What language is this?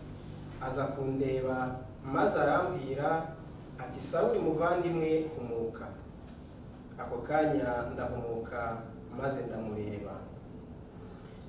Kinyarwanda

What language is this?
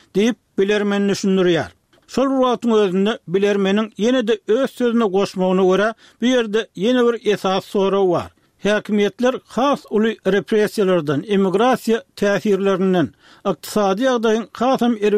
Turkmen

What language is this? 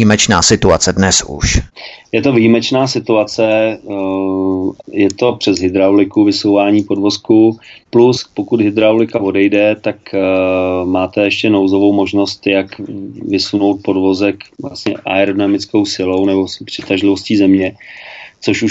Czech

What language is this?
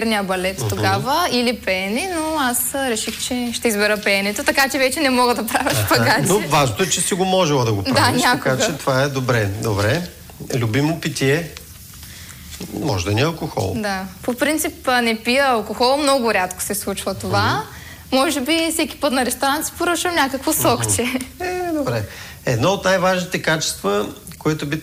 Bulgarian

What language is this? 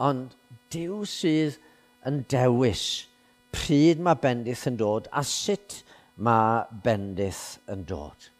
Welsh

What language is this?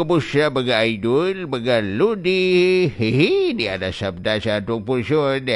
Cebuano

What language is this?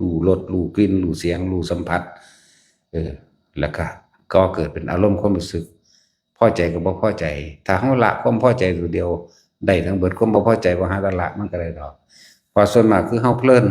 Northeastern Thai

